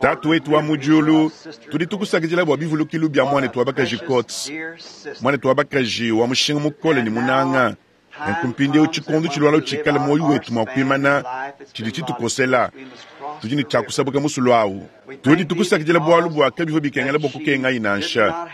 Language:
Luba-Lulua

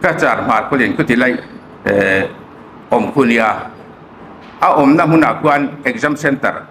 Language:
Hmar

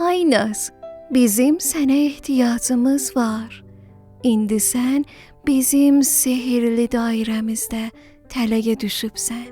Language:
South Azerbaijani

